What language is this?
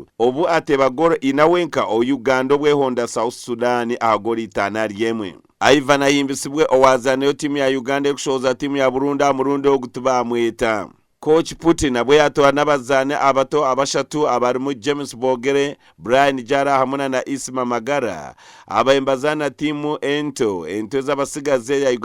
Nyankole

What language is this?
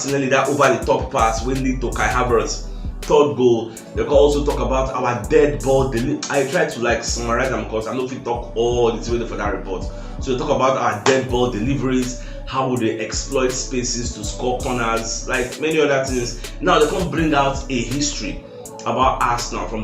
Nigerian Pidgin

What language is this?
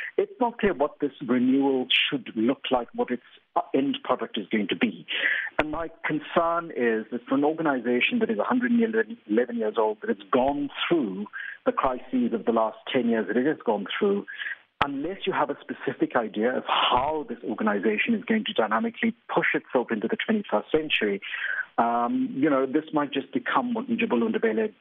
English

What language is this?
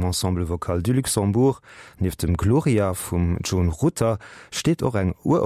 Luxembourgish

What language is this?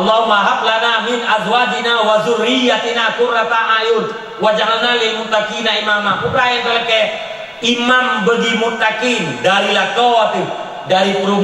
Achinese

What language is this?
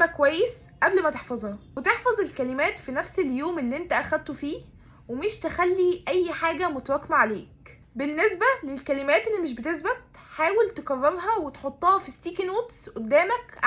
Egyptian Arabic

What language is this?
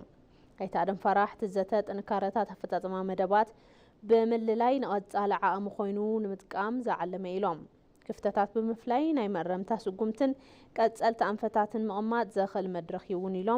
Tigrinya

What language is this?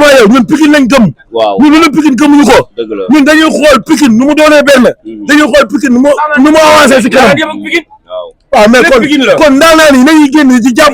Wolof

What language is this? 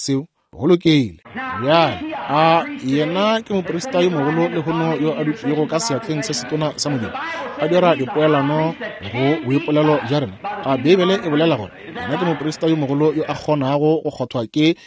Northern Sotho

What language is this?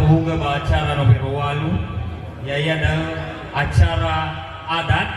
Nias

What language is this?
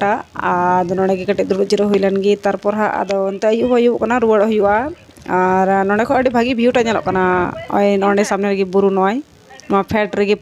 Santali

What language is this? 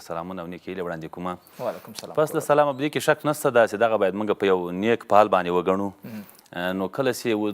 Pashto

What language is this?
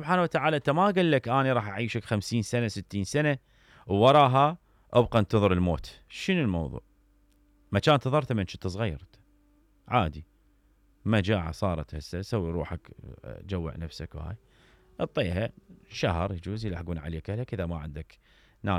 Mesopotamian Arabic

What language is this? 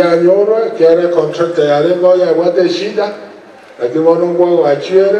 Gusii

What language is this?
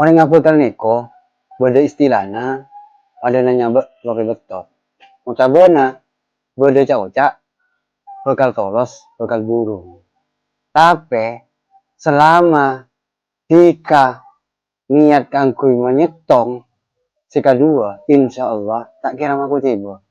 Madurese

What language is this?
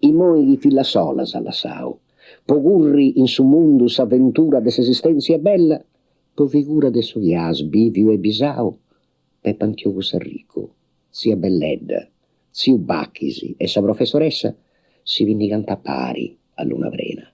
Sardinian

